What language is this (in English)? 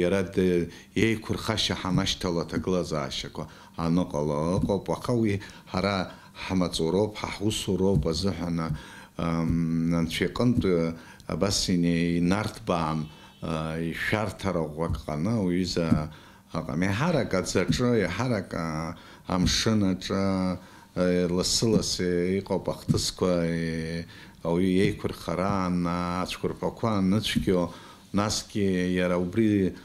Abkhazian